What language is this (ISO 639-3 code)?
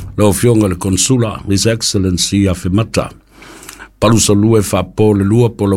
smo